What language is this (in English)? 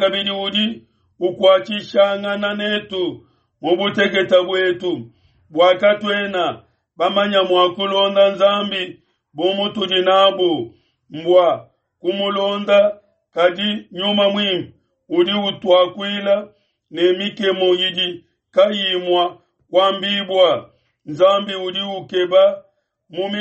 Luba-Lulua